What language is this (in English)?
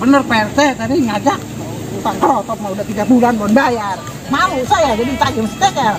Betawi